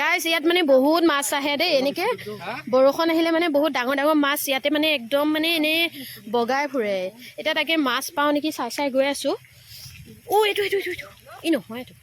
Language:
Assamese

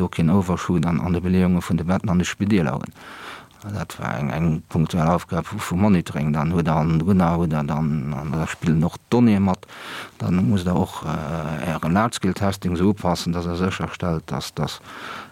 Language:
Luxembourgish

